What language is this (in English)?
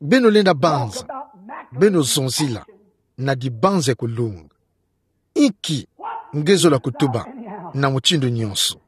Kituba (Democratic Republic of Congo)